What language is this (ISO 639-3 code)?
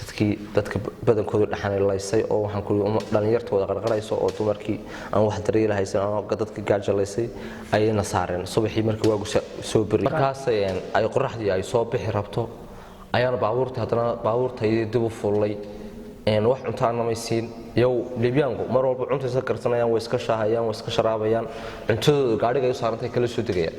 som